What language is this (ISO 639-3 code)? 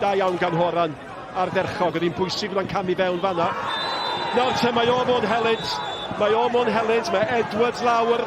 cym